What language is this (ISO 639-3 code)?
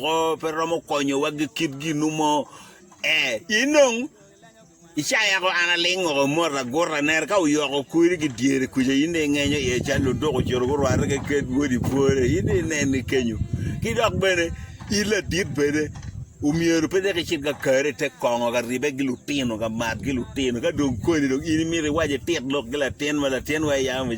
ach